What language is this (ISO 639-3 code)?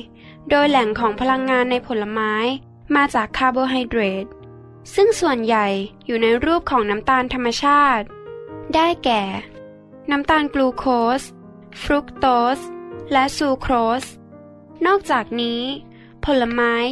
tha